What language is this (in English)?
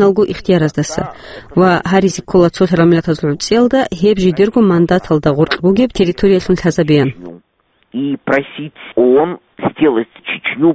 Avaric